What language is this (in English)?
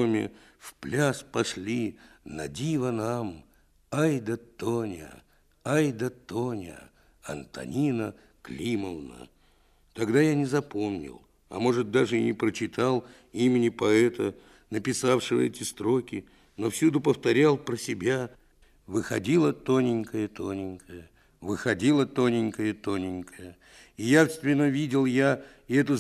Russian